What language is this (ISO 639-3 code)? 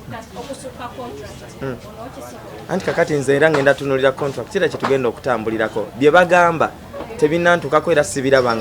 lug